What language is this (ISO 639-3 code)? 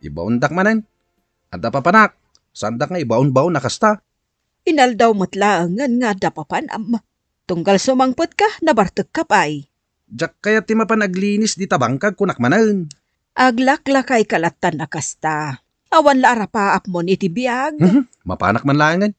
ilo